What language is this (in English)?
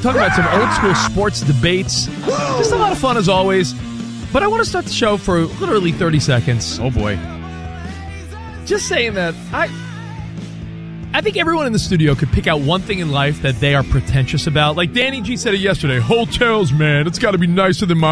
English